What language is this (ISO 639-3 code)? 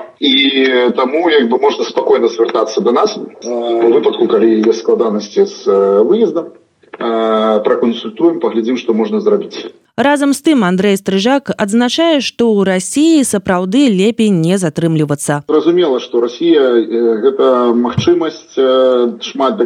bel